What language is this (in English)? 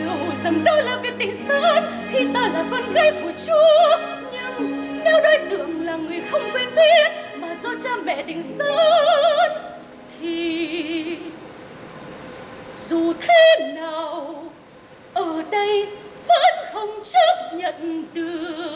Vietnamese